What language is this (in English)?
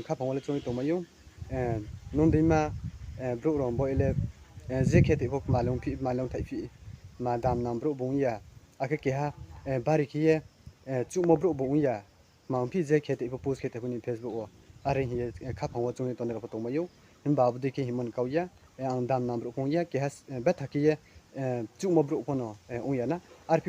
Riang (India)